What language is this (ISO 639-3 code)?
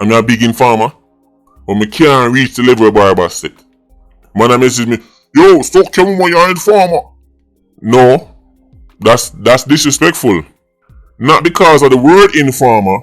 jam